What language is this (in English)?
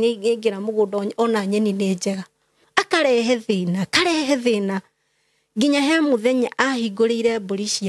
Kikuyu